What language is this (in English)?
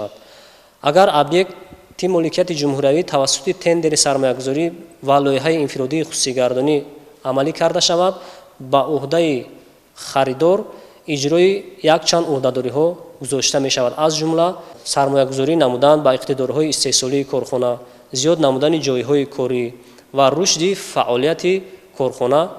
Tajik